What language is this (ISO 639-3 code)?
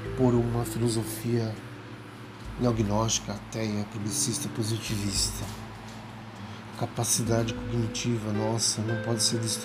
por